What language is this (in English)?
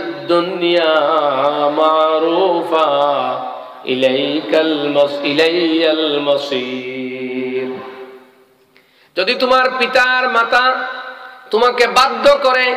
Bangla